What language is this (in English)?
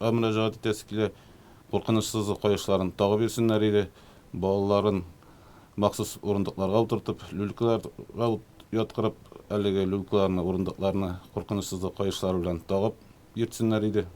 Tatar